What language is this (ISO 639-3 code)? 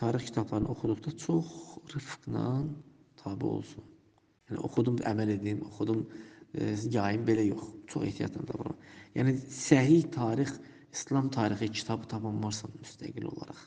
aze